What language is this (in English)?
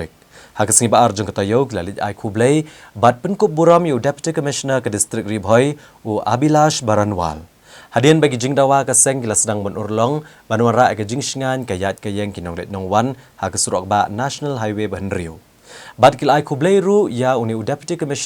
Khasi